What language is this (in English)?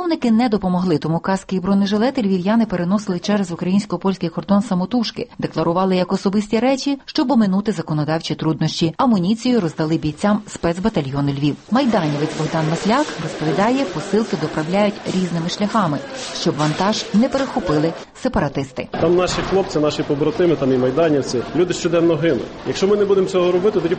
Ukrainian